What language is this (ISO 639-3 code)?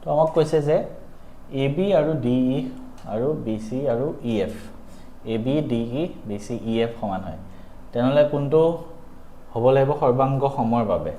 asm